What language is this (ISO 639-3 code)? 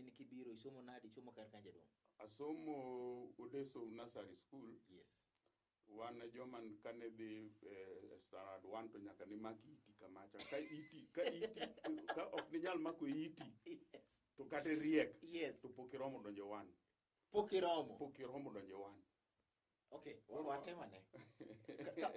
luo